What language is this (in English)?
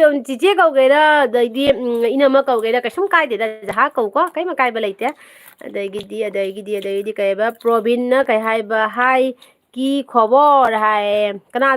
Manipuri